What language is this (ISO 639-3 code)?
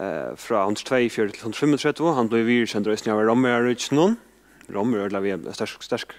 fao